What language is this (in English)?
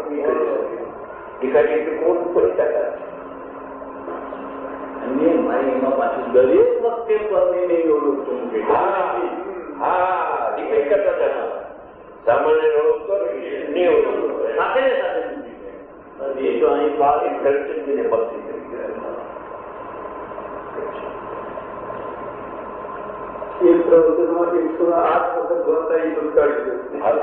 Gujarati